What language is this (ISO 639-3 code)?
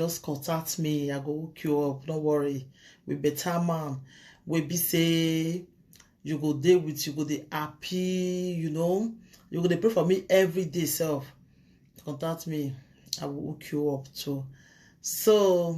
pcm